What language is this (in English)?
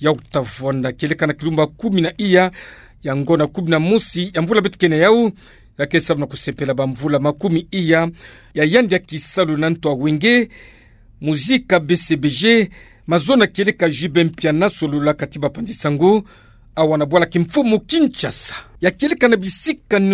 Kituba (Democratic Republic of Congo)